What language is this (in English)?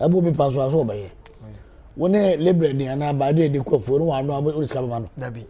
Akan